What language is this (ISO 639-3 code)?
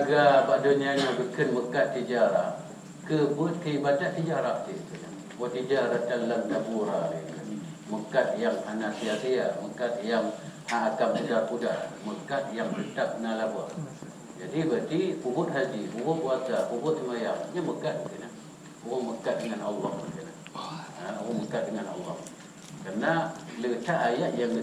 ace